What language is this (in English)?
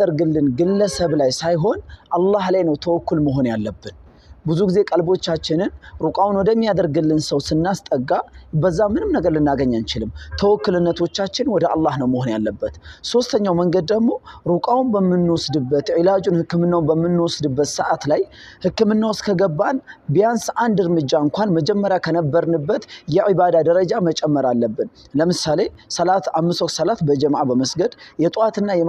Amharic